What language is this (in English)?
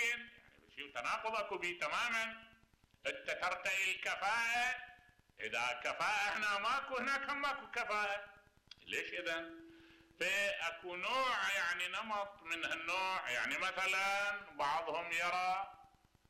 Mesopotamian Arabic